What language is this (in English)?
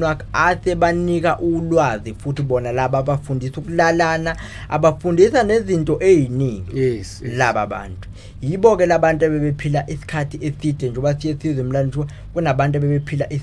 Zulu